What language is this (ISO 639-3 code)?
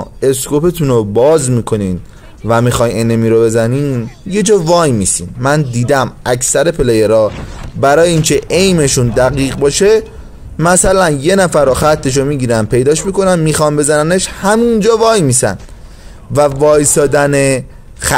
fas